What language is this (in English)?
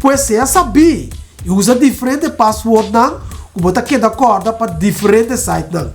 Papiamento